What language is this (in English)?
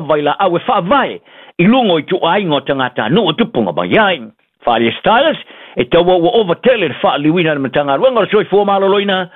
Samoan